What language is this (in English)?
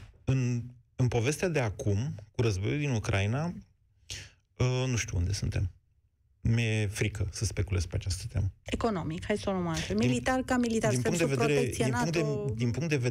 Romanian